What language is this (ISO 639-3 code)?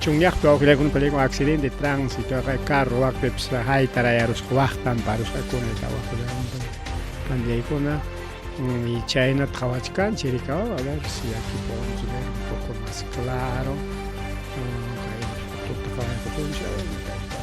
quy